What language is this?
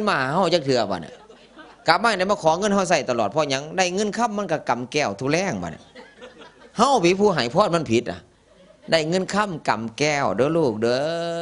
Northeastern Thai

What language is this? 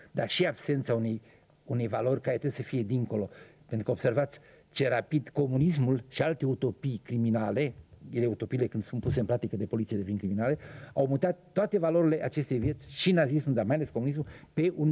Romanian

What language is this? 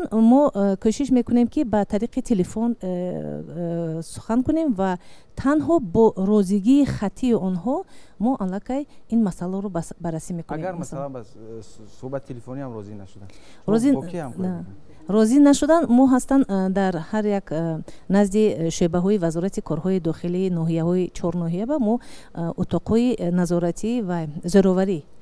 Tajik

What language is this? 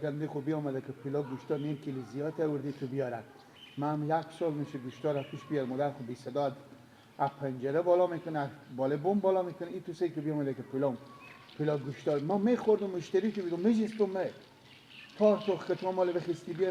Persian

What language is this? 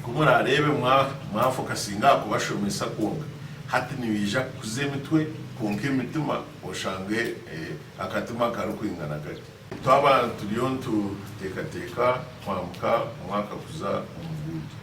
Nyankole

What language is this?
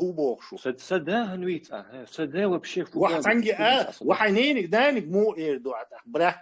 Chechen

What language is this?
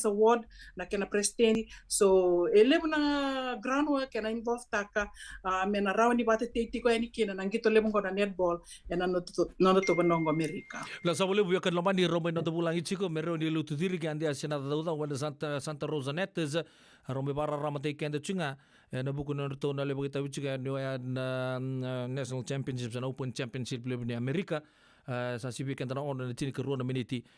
Fijian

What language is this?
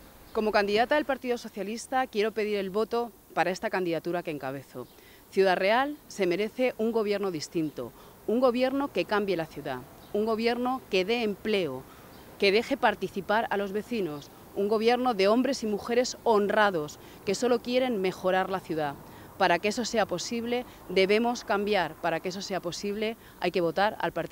Spanish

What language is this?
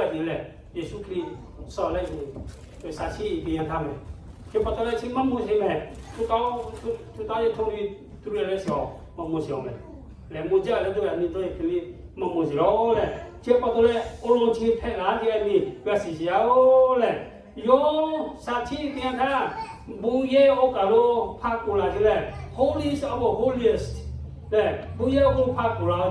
Lahu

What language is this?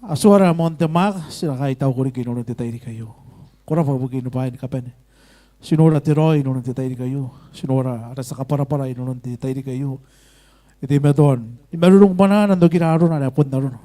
Gilbertese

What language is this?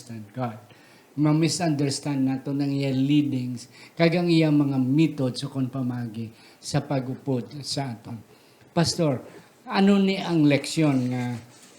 Hiligaynon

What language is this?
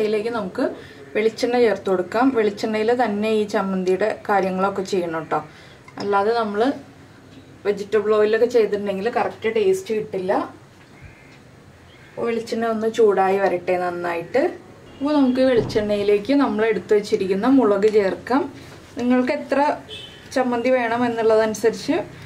Malayalam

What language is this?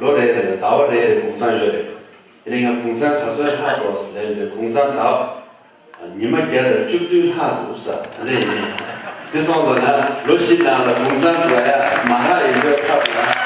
Tibetan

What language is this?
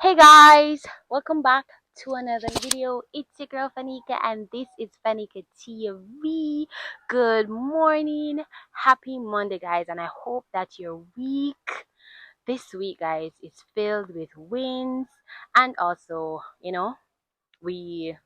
Jamaican Creole English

